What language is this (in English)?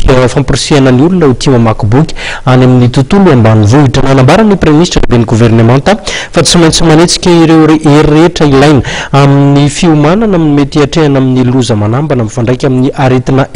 Malagasy